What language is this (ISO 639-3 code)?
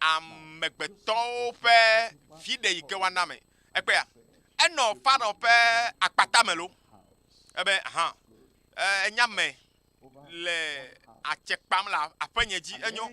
ewe